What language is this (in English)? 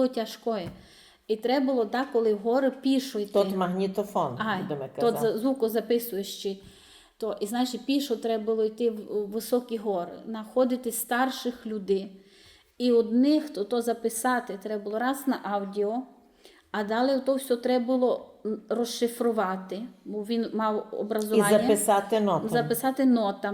Rusyn